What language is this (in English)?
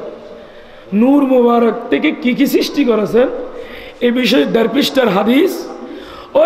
Bangla